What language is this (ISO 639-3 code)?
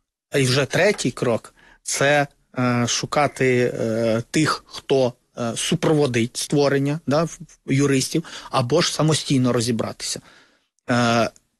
ukr